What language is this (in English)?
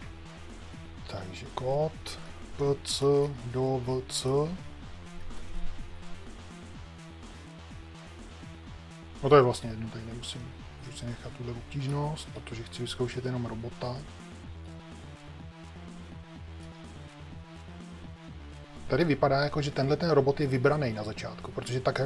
Czech